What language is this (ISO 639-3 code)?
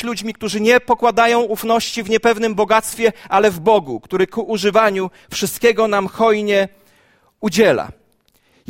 pol